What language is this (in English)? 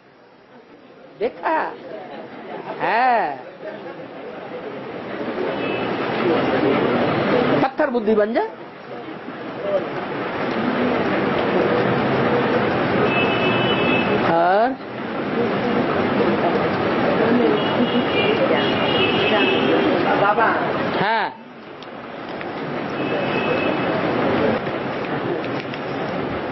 Hindi